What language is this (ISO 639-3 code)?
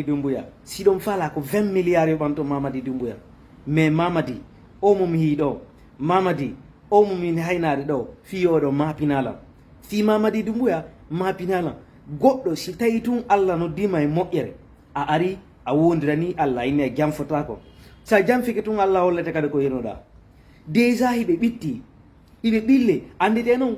ful